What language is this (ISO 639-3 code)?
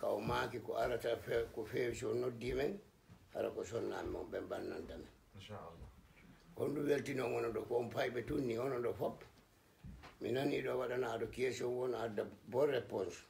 ful